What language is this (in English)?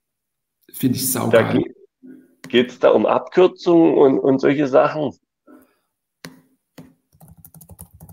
German